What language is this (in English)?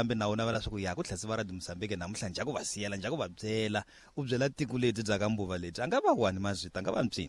Tsonga